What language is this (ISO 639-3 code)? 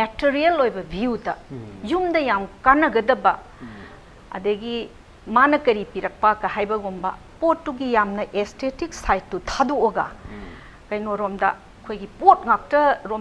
mni